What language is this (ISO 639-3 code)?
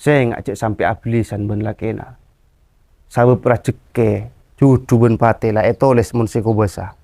mad